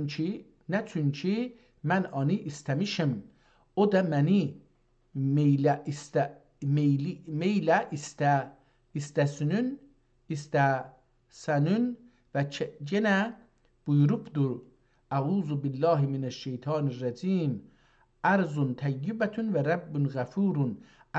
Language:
South Azerbaijani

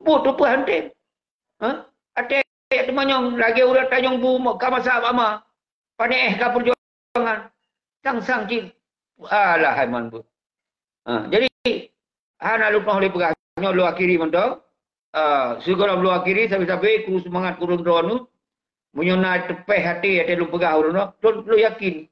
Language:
Achinese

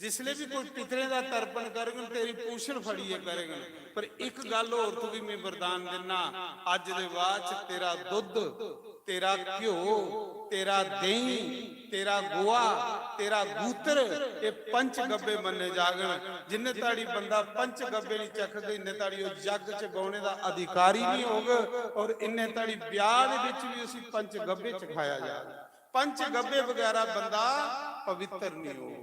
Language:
Dogri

